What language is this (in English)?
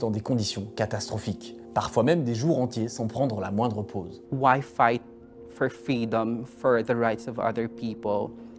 French